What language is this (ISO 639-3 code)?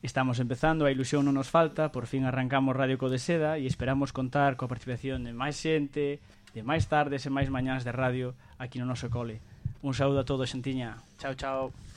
glg